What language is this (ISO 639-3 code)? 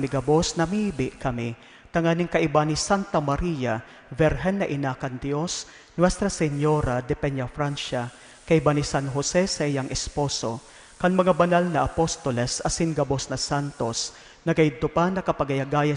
bik